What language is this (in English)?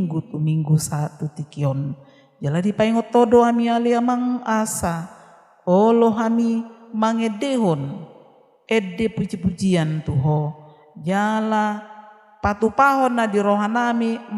Batak Toba